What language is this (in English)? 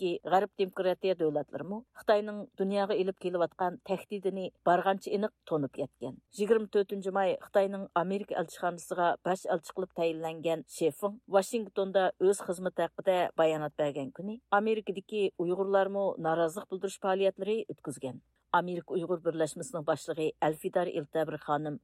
Uyghur